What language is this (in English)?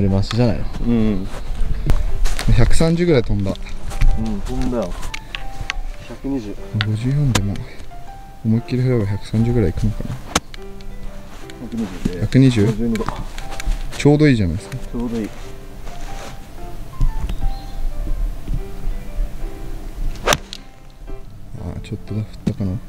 Japanese